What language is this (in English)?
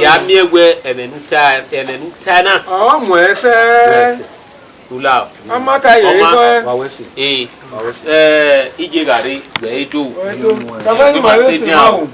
Bini